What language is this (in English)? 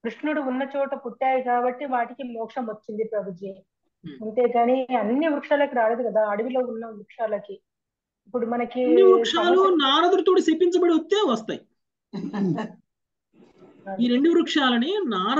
Telugu